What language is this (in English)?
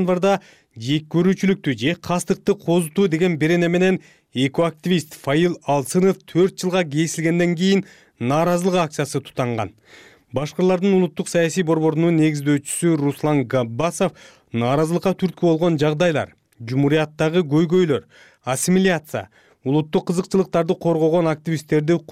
Kyrgyz